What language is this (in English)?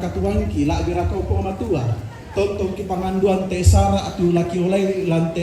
Toraja-Sa'dan